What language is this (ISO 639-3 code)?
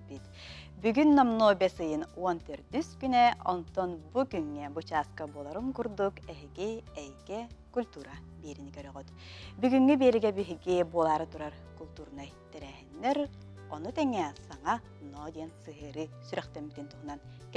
sah